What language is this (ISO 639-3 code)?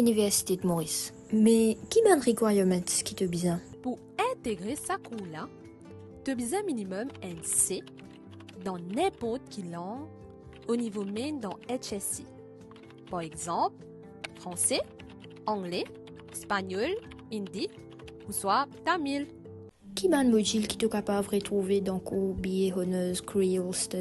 mfe